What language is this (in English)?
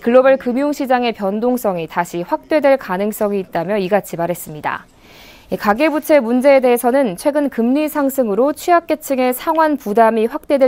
Korean